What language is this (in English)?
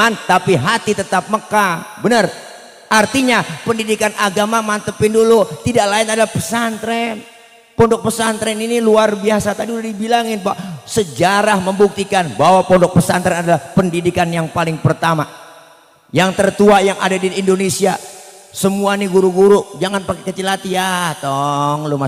Betawi